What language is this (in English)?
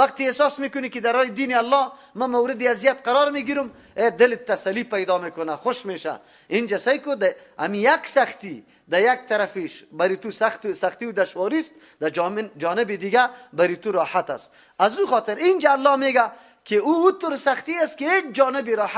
Persian